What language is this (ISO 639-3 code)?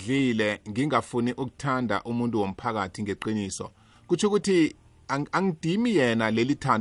nbl